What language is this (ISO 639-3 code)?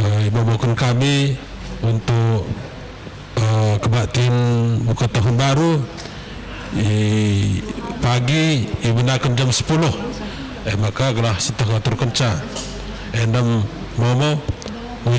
btx